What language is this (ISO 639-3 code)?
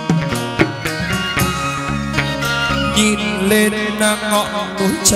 vie